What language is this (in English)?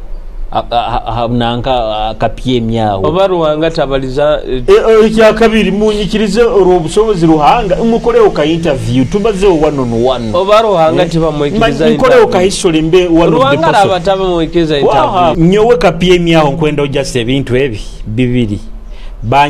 Nyoro